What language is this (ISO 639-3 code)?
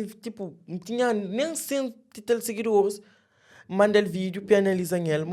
kea